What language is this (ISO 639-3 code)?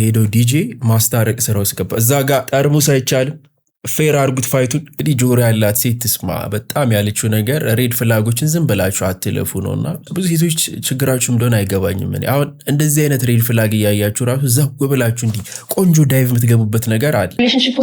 amh